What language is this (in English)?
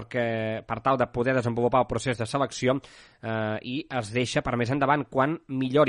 Catalan